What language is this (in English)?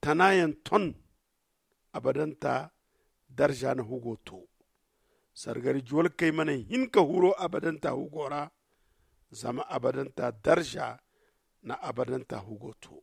Zarma